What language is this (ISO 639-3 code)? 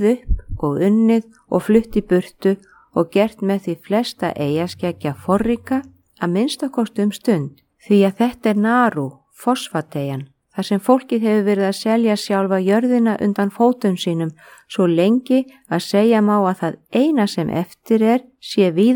isl